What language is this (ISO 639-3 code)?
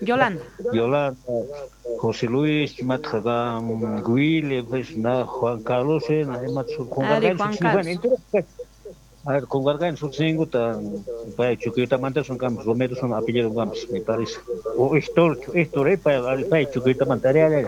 que